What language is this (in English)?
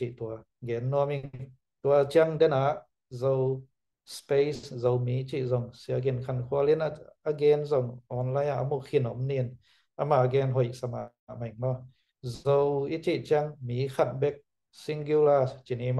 Tedim Chin